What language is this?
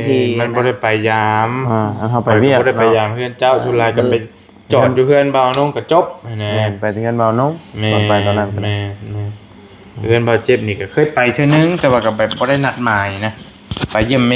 Northeastern Thai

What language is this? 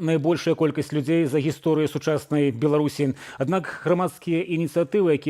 Belarusian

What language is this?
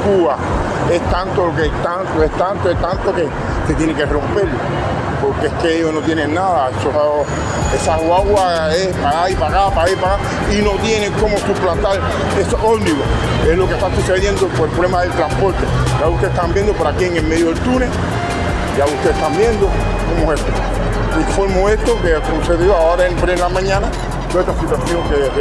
Spanish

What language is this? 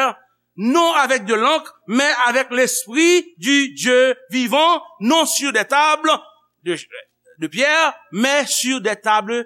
Haitian Creole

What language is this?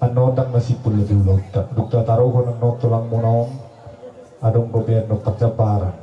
Batak Toba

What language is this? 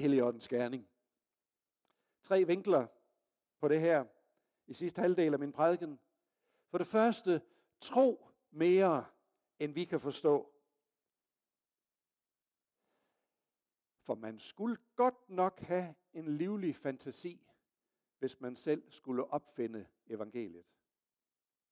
Danish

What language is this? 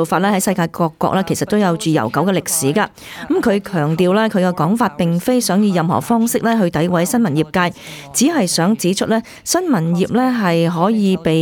Cantonese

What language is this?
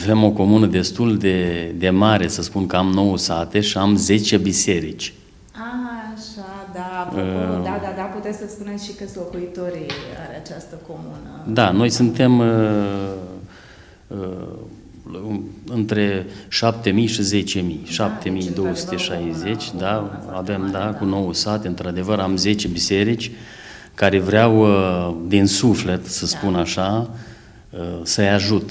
Romanian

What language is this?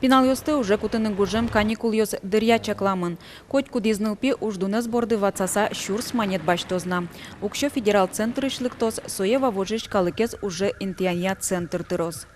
Udmurt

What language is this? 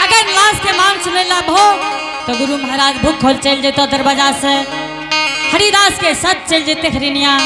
Angika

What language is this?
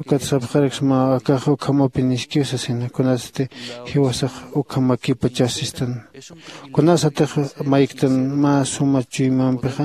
Aymara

